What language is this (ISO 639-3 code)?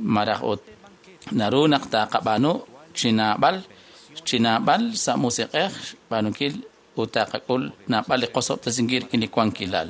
kek